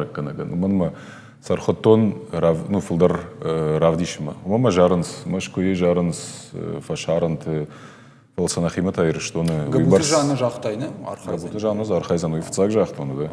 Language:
Ossetic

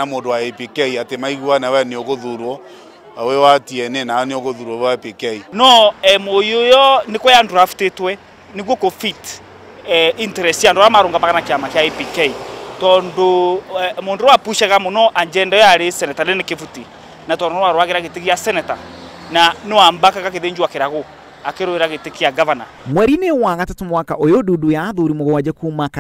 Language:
Kikuyu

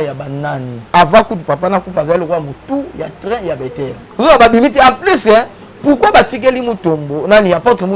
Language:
Lingala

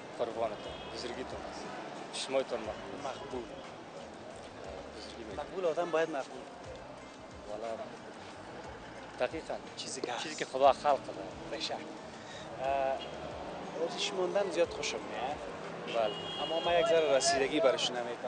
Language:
Persian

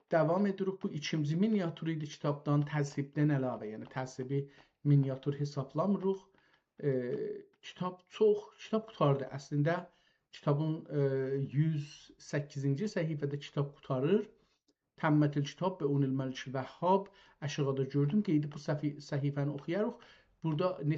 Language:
South Azerbaijani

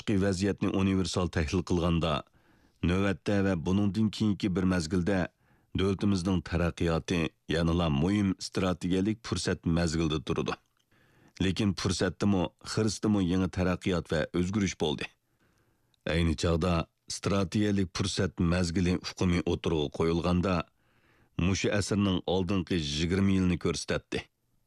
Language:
Uyghur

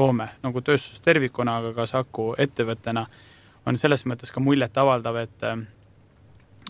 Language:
Estonian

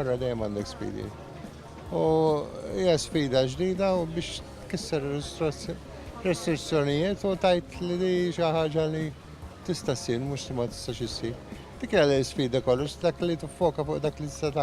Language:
Maltese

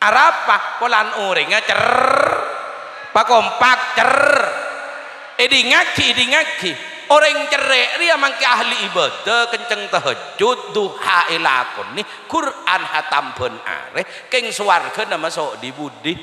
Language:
Madurese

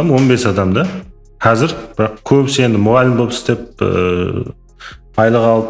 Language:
Kara-Kalpak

